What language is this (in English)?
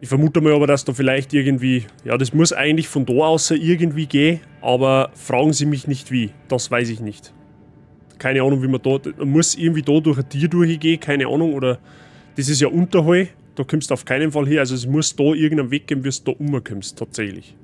Bavarian